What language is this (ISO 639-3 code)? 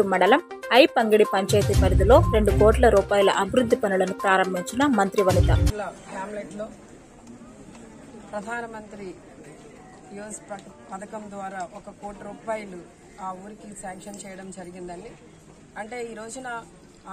tel